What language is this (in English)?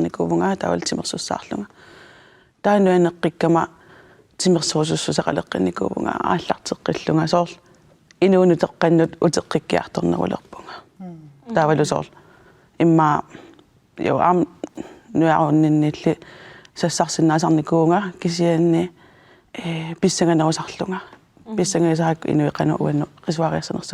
Kalaallisut